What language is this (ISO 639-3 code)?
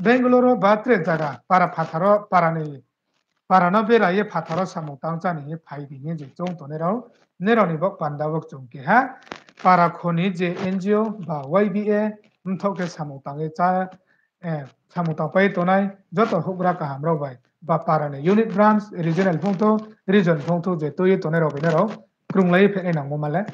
ria